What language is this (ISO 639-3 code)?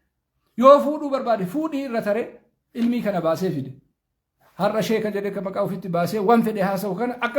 orm